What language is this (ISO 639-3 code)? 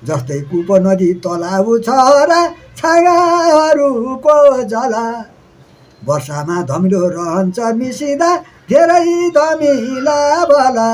nep